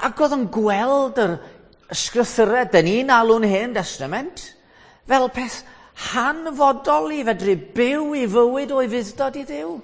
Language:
Welsh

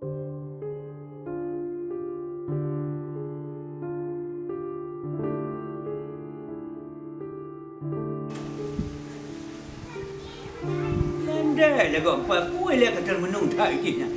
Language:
Achinese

